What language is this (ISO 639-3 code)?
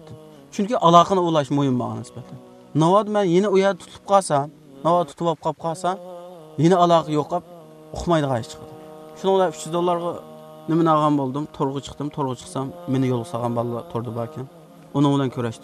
uig